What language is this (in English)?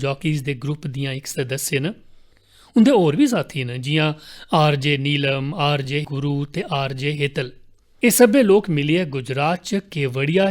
Dogri